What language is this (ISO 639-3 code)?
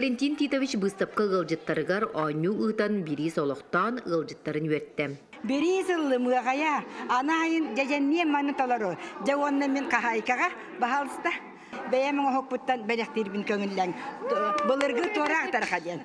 sah